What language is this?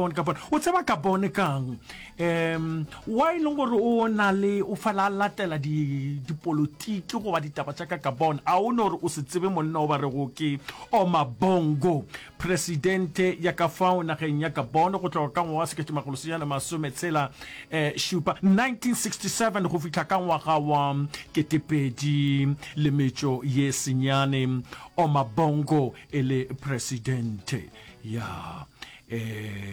Northern Sotho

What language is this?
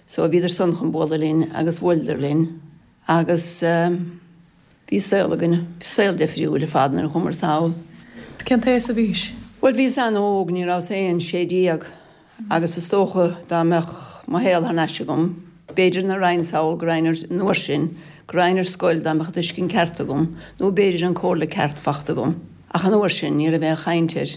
Irish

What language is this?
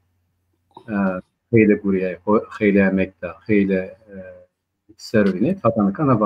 Zaza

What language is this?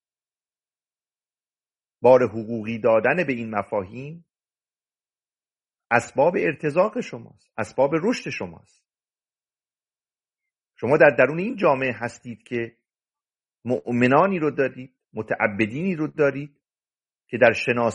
Persian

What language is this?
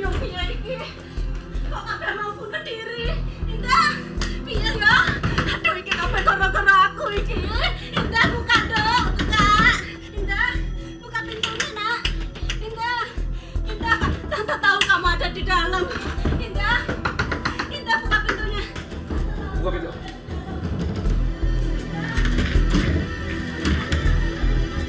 Indonesian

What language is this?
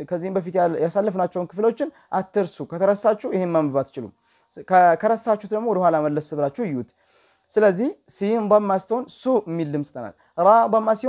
Amharic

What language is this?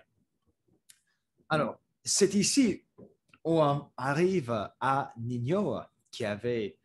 French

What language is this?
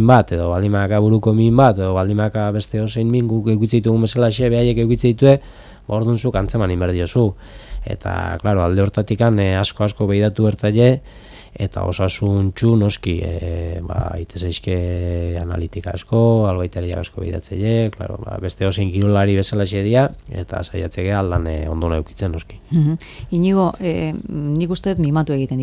Basque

